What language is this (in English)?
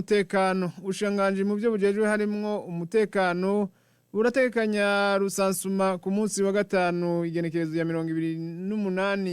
Rundi